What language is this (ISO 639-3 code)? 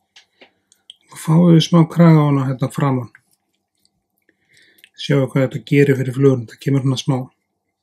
isl